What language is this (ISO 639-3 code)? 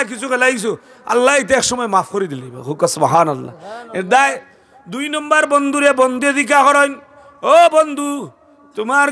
syl